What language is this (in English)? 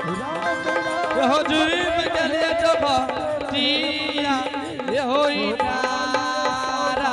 Angika